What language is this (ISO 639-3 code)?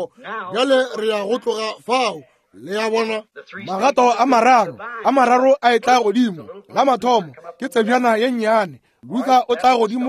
nso